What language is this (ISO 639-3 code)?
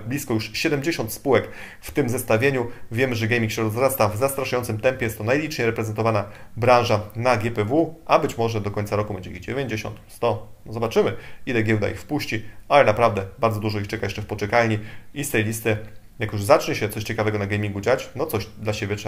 pol